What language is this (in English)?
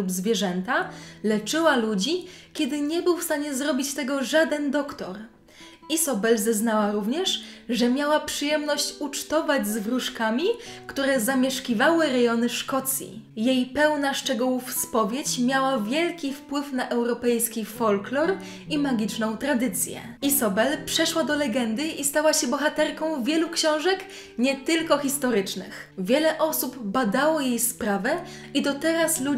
Polish